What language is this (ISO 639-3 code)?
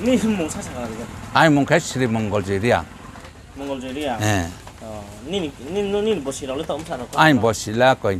ria